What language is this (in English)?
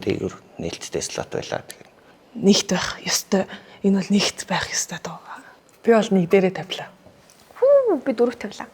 Mongolian